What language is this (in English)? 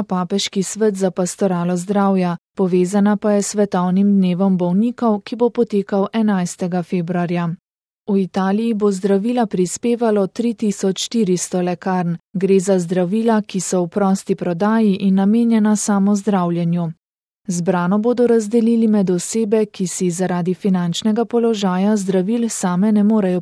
Slovenian